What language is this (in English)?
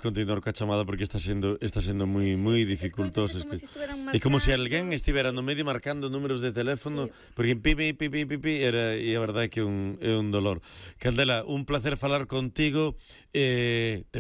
Galician